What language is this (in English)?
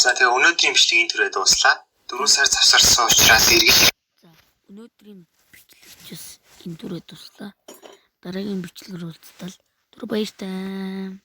Mongolian